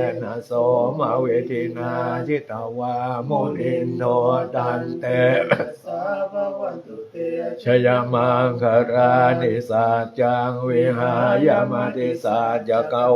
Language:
Pali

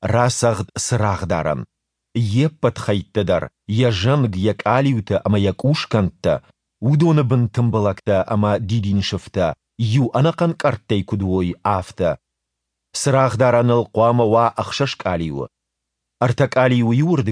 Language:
Ossetic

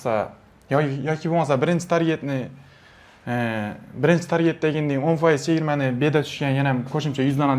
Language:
Uzbek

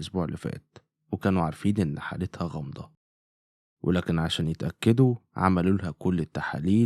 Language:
Egyptian Arabic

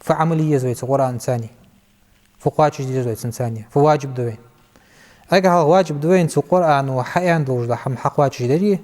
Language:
Ingush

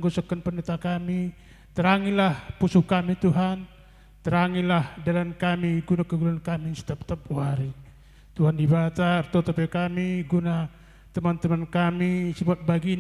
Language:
Batak Karo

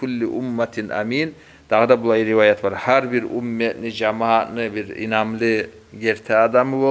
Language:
Kumyk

